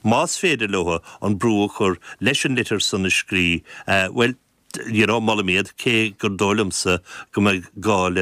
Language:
Irish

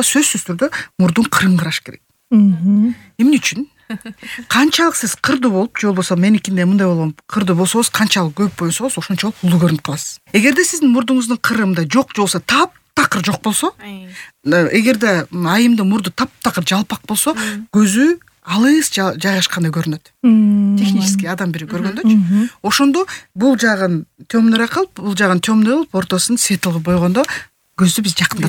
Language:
Kyrgyz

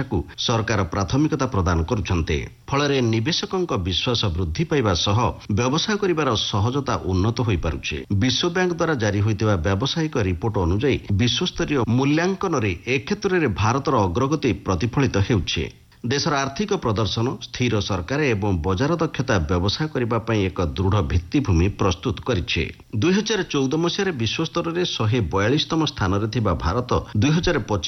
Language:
Odia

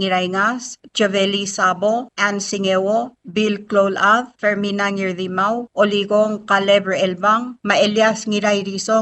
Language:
Palauan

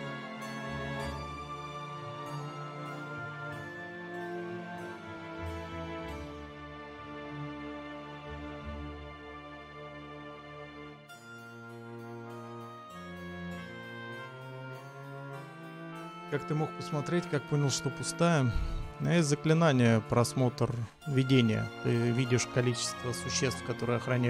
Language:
Russian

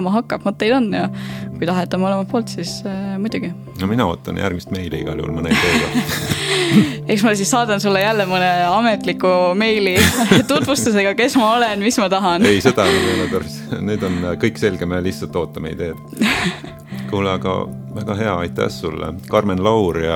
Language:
Estonian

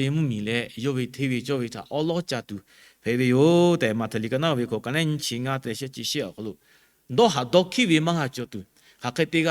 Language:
Lahu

